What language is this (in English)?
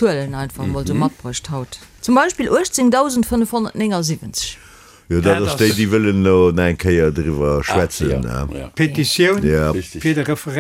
Luxembourgish